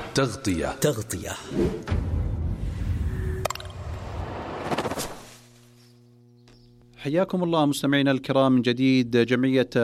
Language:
Arabic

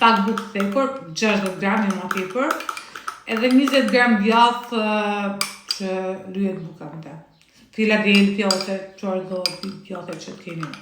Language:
Albanian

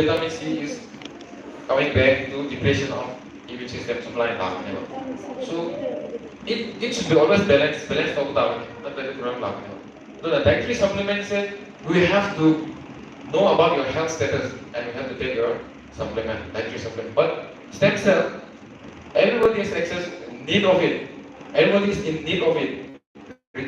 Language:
Manipuri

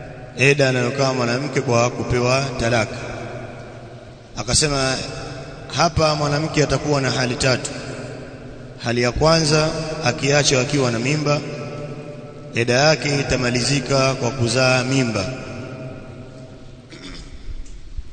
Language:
Swahili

